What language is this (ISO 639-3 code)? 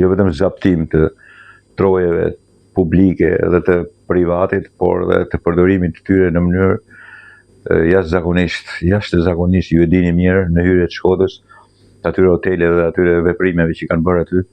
sqi